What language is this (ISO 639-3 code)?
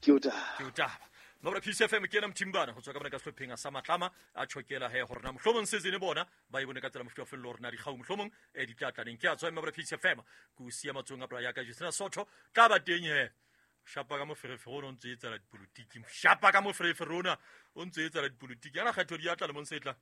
sot